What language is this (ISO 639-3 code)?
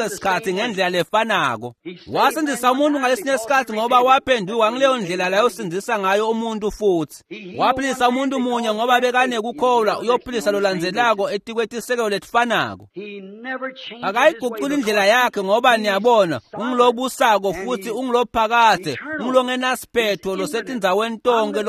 ssw